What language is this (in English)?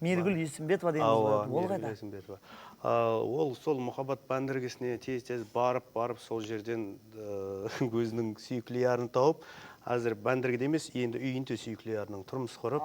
Kara-Kalpak